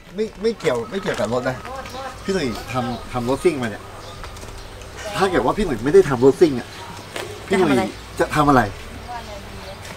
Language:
Thai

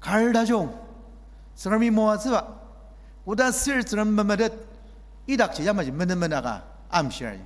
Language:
Ao Naga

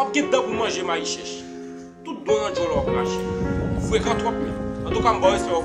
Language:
Haitian Creole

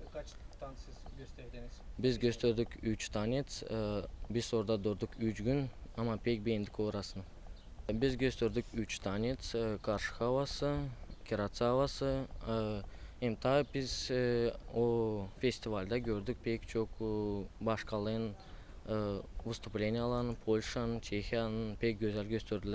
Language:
Gagauz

